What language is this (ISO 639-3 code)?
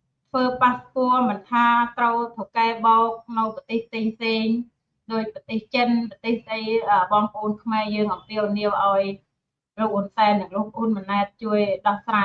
khm